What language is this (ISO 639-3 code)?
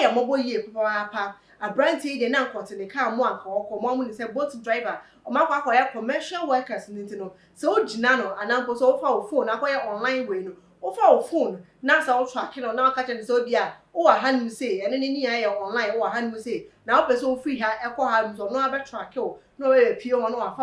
aka